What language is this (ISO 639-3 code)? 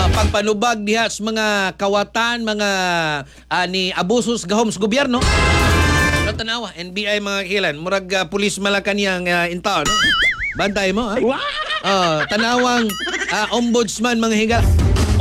ceb